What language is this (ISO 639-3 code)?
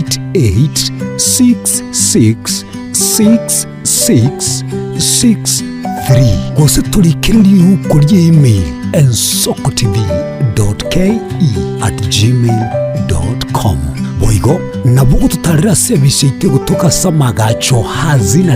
guz